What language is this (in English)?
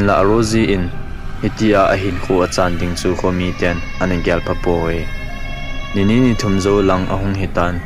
Thado Chin